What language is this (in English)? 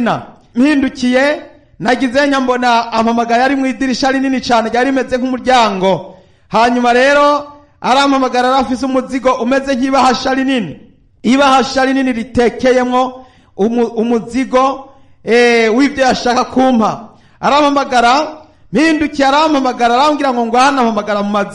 Rundi